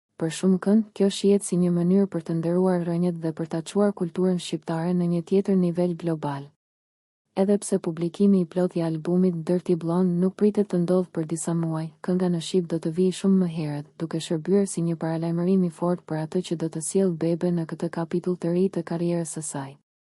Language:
Albanian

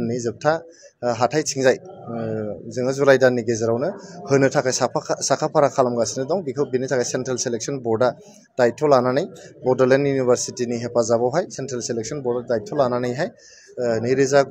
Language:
Bodo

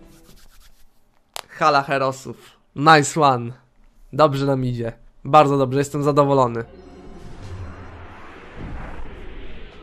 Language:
Polish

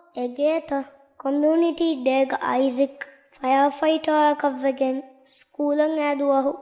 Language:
Divehi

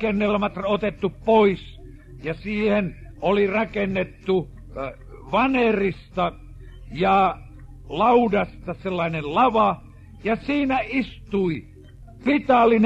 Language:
Finnish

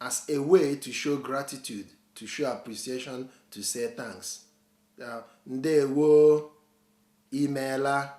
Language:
Igbo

